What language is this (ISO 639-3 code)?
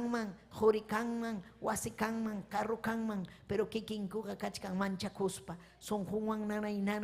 quy